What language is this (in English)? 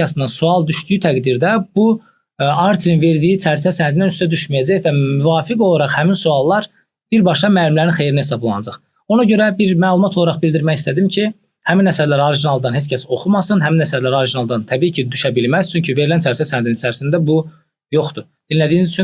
Azerbaijani